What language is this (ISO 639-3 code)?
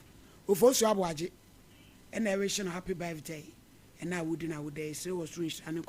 aka